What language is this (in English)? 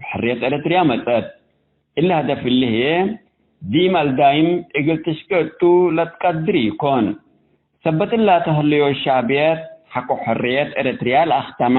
Tigre